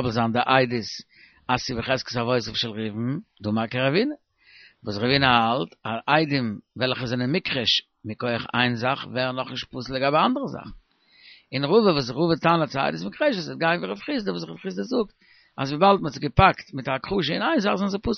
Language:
Yiddish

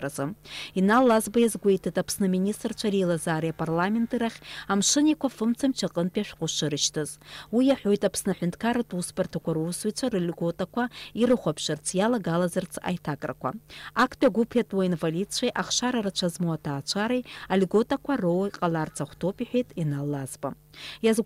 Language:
Abkhazian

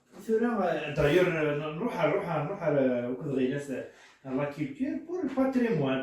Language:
Kabyle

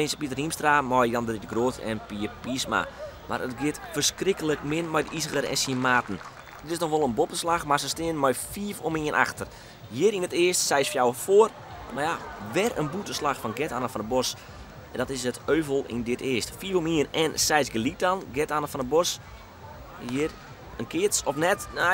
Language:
Western Frisian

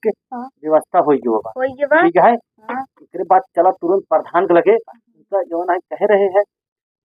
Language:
Awadhi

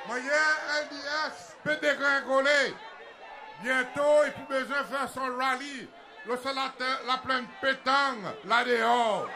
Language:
Seselwa Creole French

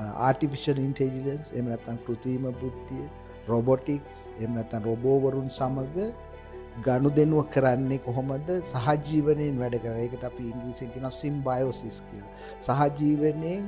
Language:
Sinhala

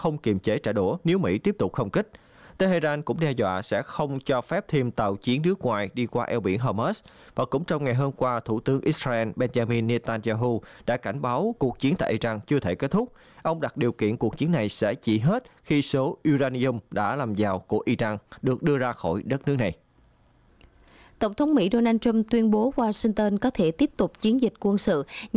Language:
Vietnamese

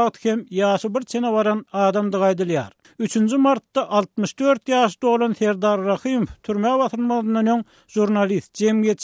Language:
Turkmen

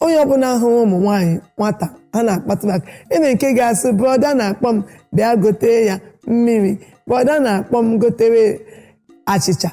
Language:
Igbo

